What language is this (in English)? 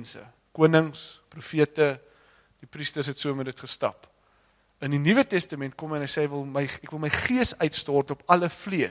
Afrikaans